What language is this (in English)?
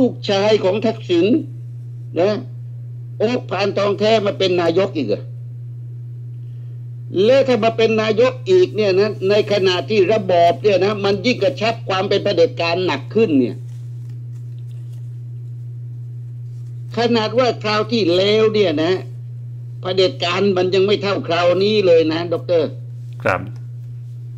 Thai